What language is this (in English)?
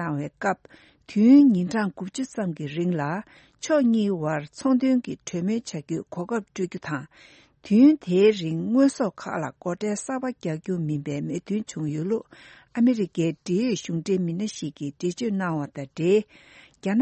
Tibetan